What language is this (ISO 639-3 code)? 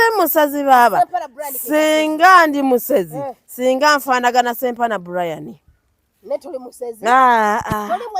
lug